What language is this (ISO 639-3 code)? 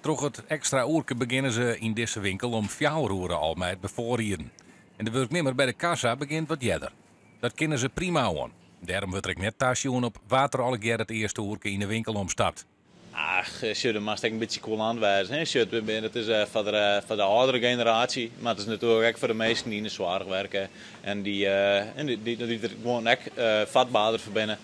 fry